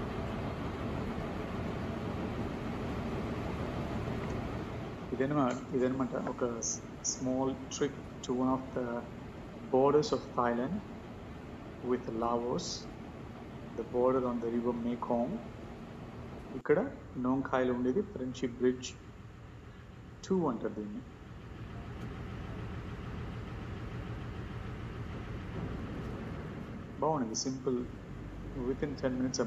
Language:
Telugu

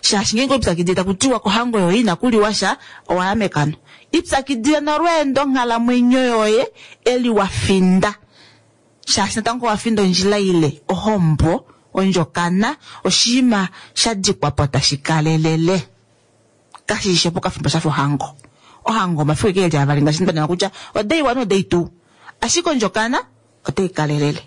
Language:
Kuanyama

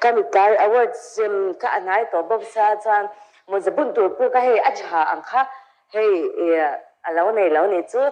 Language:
Mizo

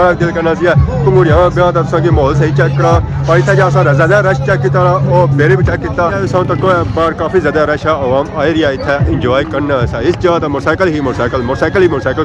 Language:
Pahari-Potwari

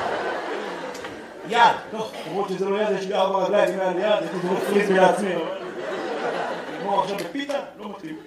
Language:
Hebrew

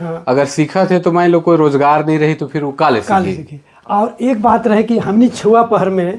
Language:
Sadri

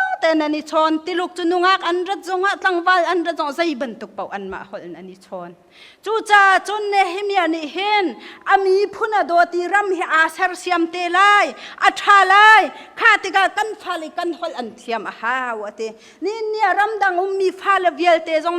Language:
Hakha Chin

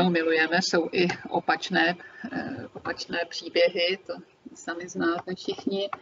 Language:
Czech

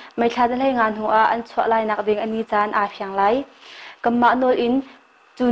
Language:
Hakha Chin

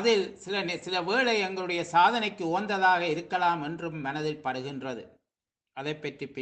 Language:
Tamil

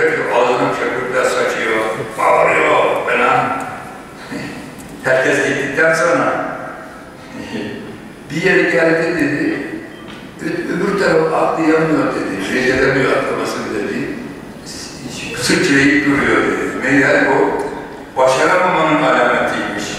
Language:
Turkish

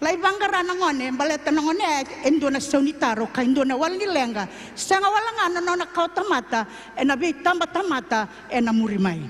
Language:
Fijian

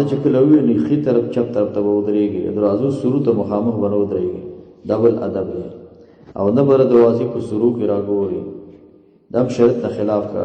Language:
Pashto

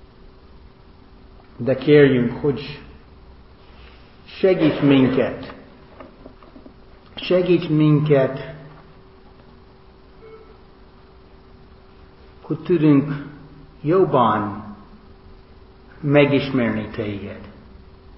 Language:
Hungarian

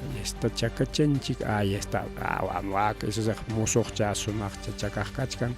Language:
Ayacucho Quechua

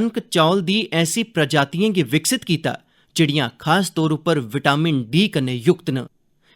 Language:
Dogri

